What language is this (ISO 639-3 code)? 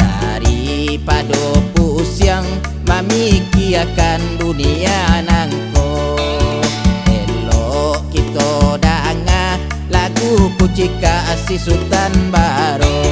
min